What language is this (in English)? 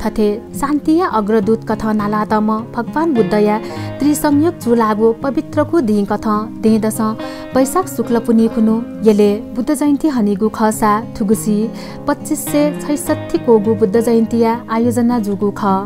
Newari